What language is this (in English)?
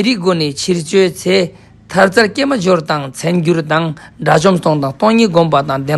Ladakhi